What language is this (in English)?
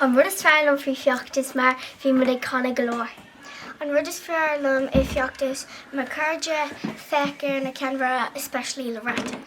Irish